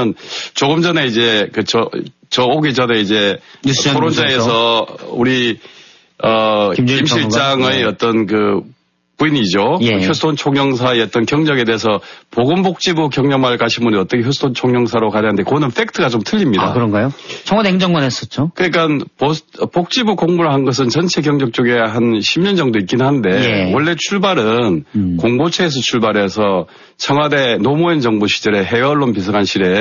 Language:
Korean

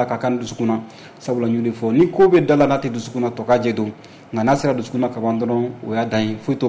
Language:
Bambara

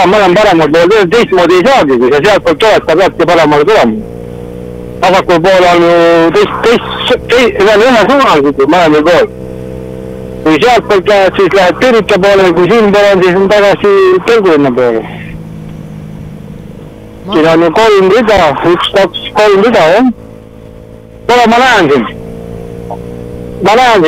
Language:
Estonian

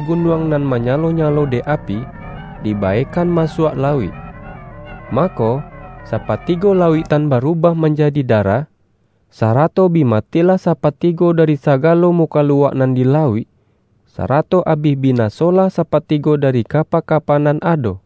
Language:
Minangkabau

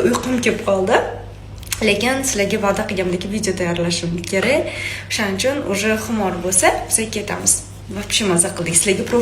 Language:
Uzbek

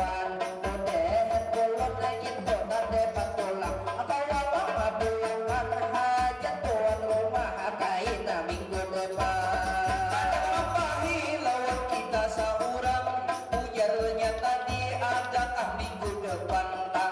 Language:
Banjar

